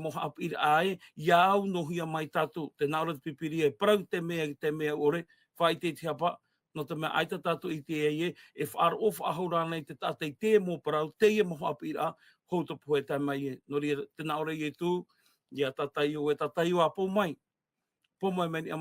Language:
Tahitian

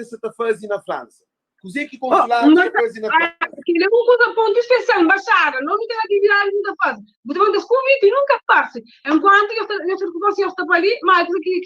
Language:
Kabuverdianu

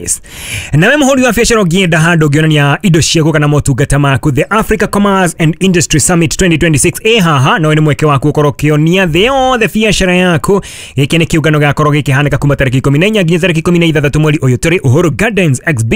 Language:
Kikuyu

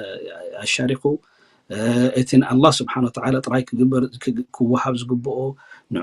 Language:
Tigrinya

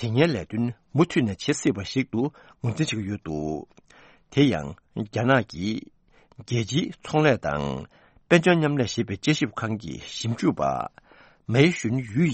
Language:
Tibetan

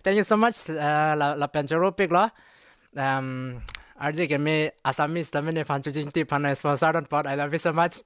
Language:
Karbi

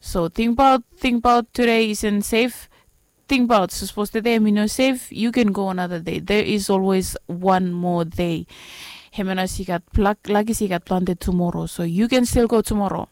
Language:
Bislama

